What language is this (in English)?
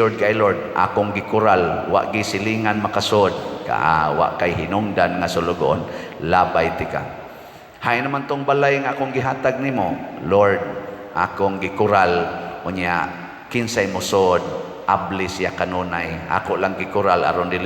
Cebuano